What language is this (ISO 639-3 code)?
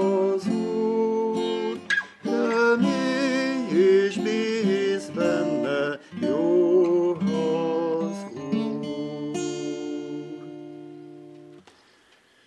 hun